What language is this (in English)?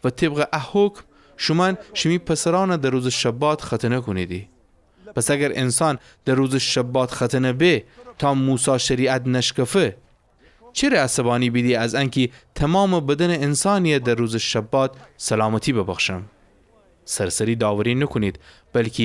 Gilaki